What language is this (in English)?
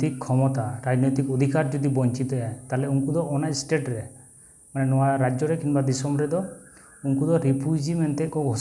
Santali